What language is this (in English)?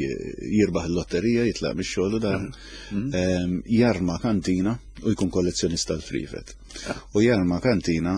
Maltese